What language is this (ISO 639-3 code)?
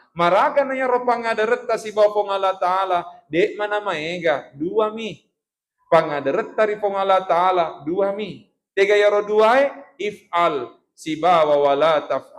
bug